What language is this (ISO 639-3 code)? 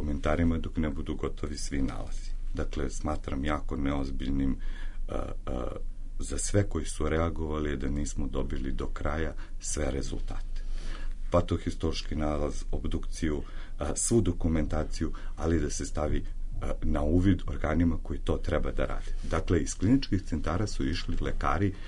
srp